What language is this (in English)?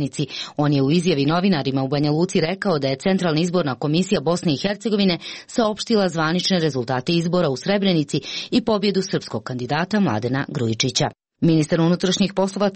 Serbian